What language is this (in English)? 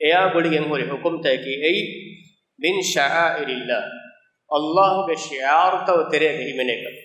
Divehi